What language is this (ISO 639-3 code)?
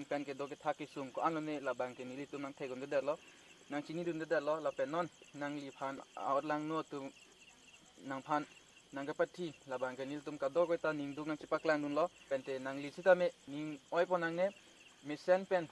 mjw